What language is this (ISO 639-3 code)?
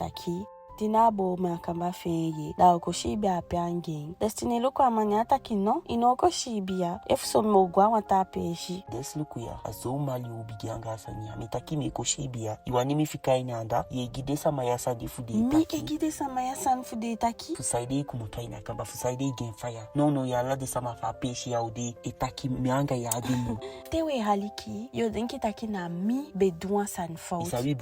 djk